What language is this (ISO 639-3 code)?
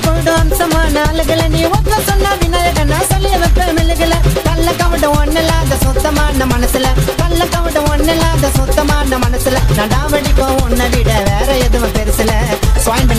tam